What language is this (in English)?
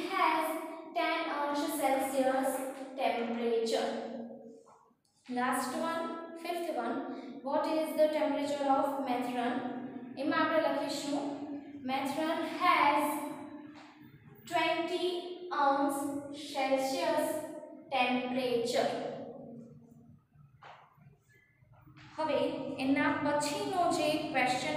Gujarati